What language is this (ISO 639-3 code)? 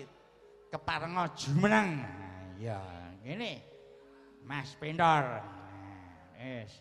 jav